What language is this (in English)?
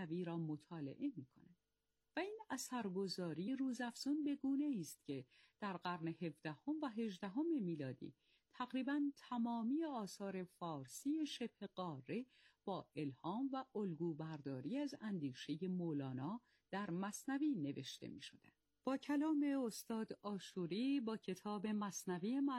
Persian